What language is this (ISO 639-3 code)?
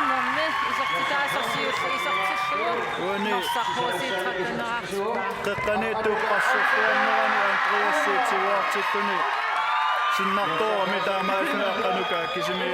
kal